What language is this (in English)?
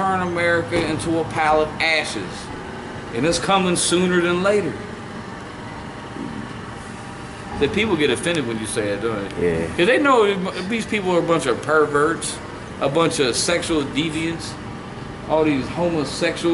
English